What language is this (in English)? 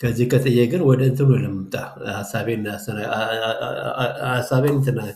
Amharic